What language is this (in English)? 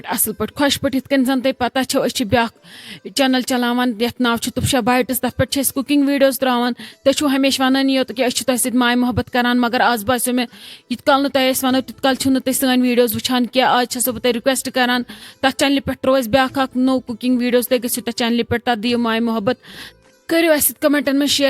Kashmiri